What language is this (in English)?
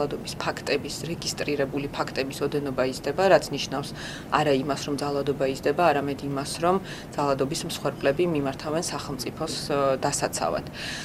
Georgian